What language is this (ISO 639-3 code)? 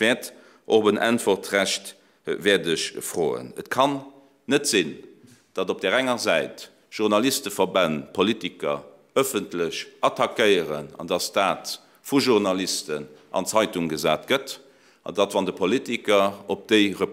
ltz